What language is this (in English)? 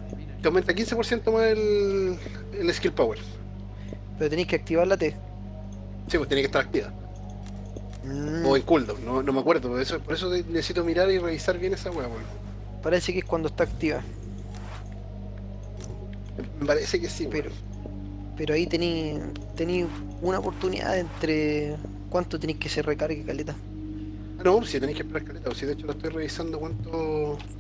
Spanish